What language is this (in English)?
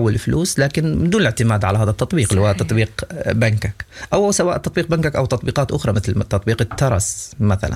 Sudanese Arabic